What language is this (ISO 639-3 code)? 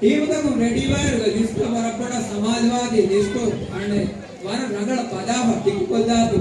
div